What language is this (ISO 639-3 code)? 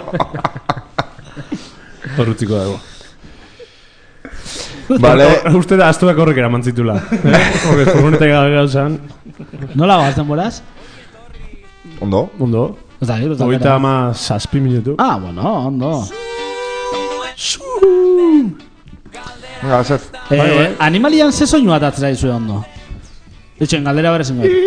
eus